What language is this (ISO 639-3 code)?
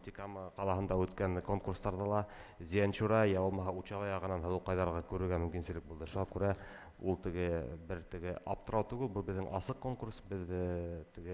bak